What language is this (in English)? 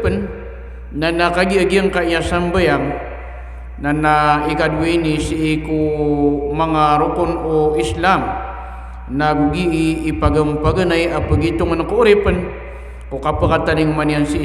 Maranao